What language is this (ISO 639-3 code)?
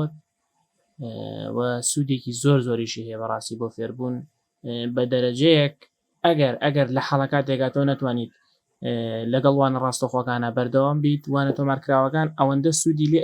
ckb